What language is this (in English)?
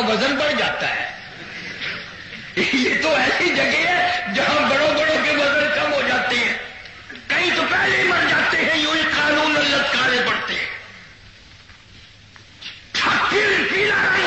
Urdu